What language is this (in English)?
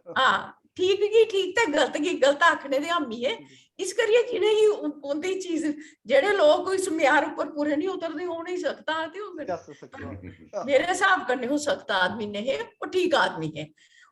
Dogri